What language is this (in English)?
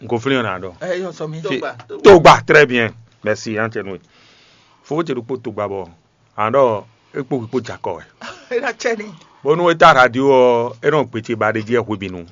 Fon